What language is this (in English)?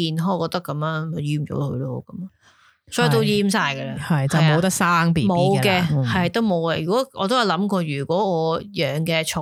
Cantonese